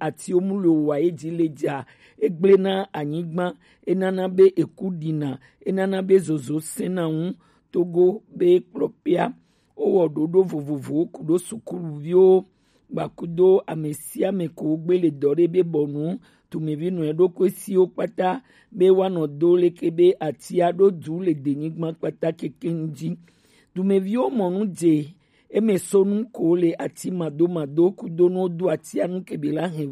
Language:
Gen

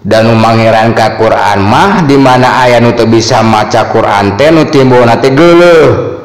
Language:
Sundanese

